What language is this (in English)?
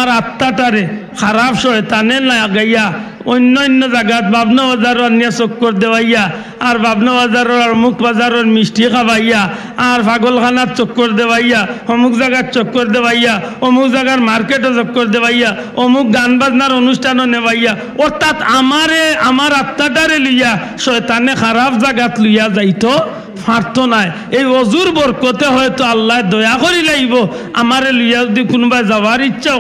Sylheti